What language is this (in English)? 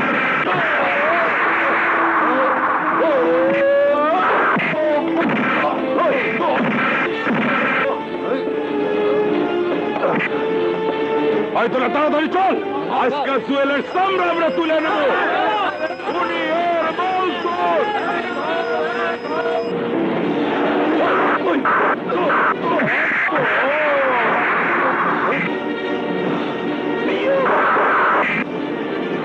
Bangla